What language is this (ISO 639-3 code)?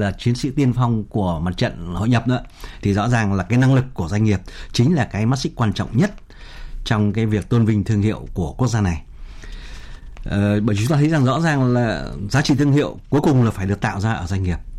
vie